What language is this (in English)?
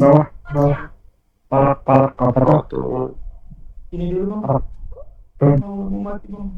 Banjar